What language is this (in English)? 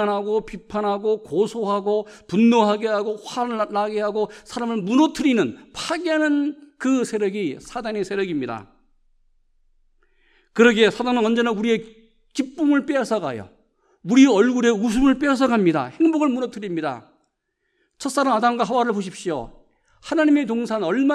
Korean